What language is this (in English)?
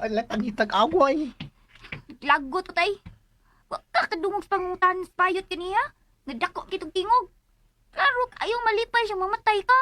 Cebuano